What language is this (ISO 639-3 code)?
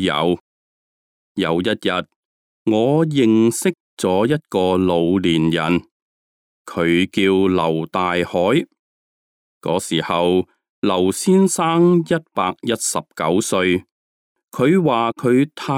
yue